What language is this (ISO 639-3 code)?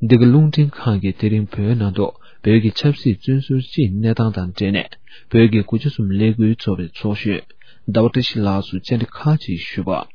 bod